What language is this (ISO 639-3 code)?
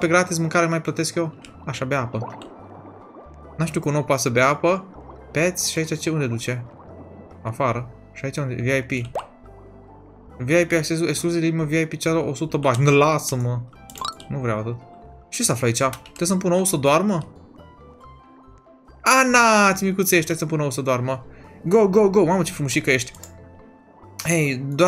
ron